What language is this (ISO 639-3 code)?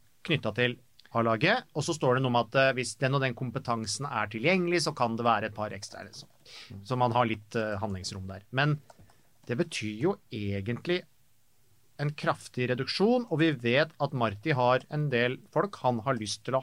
nor